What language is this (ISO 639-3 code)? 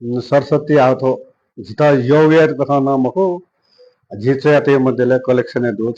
new